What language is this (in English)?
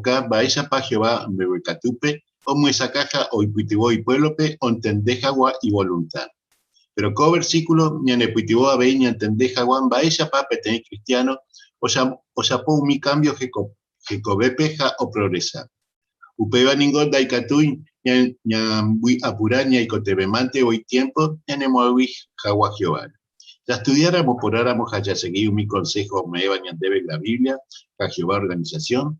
Guarani